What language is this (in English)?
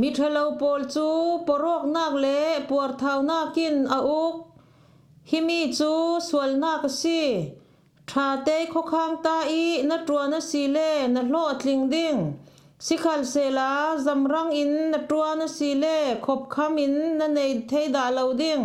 Falam Chin